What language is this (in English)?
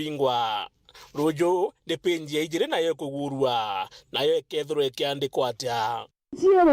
Meru